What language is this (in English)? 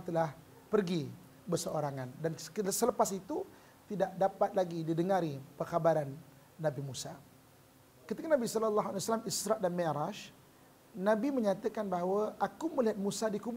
Malay